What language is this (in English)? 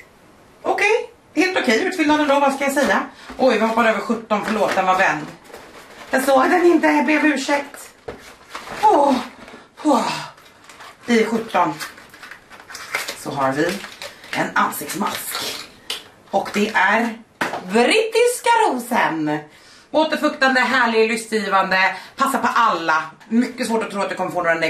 Swedish